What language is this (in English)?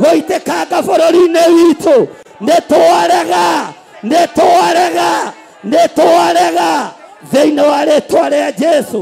Kikuyu